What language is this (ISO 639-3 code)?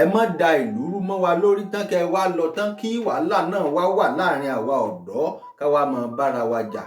yor